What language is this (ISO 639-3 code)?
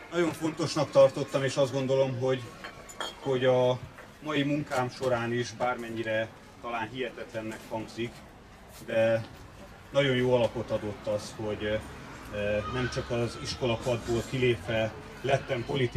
hun